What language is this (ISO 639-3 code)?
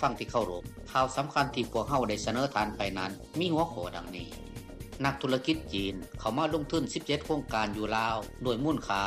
lao